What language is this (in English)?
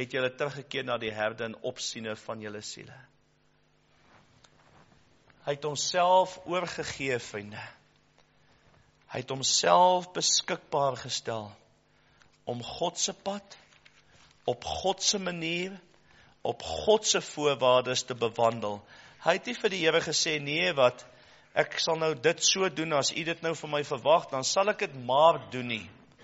Afrikaans